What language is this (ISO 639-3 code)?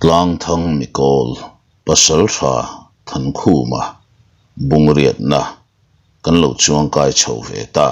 lus